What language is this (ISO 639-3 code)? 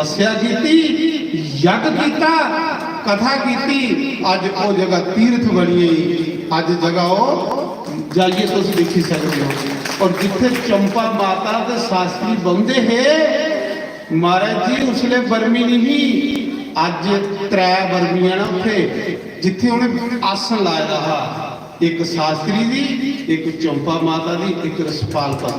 doi